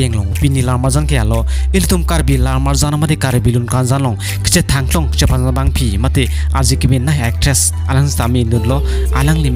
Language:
Karbi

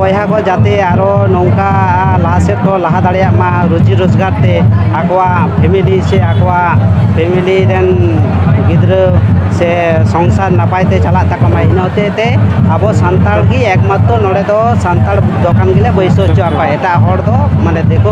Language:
Santali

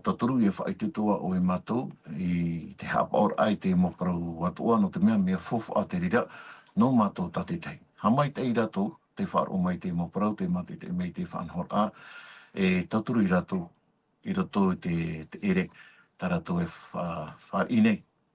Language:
Tahitian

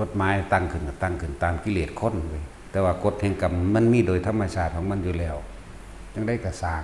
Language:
Northeastern Thai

